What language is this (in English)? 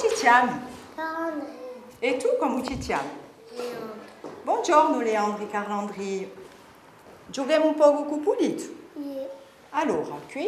Corsican